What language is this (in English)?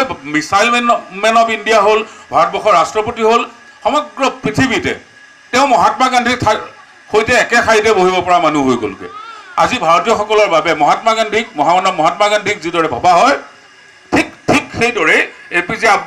Assamese